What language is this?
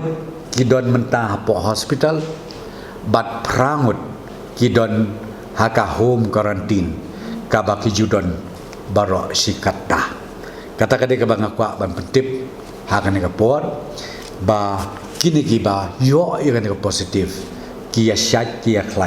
Khasi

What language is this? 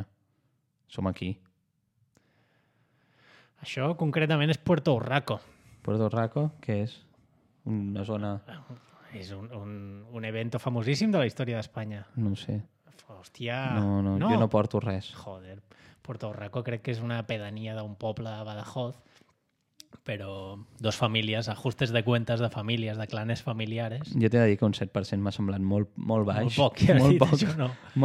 Catalan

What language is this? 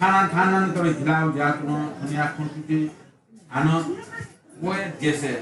Newari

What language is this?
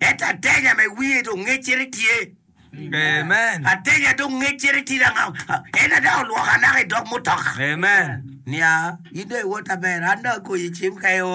Acoli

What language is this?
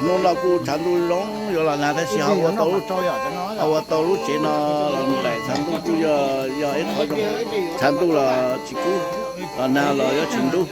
Hmong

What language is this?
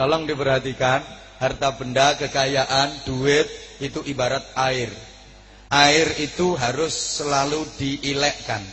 Javanese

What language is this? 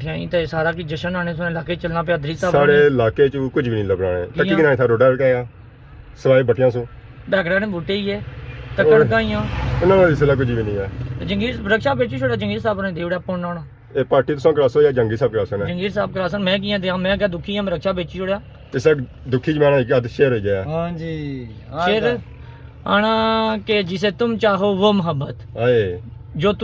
Pahari-Potwari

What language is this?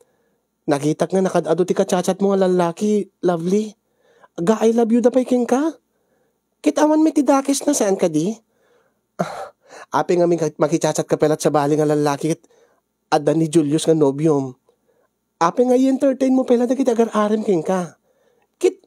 Iloko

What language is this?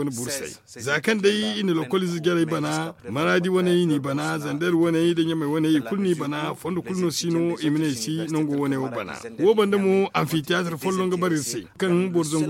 Zarma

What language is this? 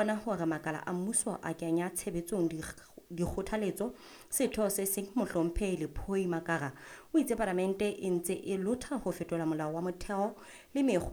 Southern Sotho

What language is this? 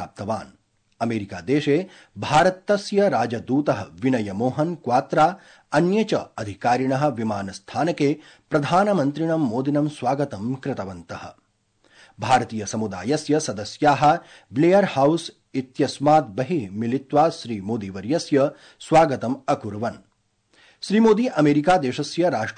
Sanskrit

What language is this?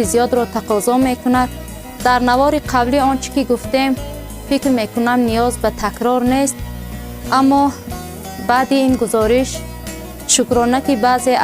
Tajik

